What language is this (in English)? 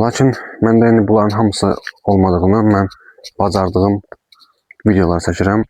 Azerbaijani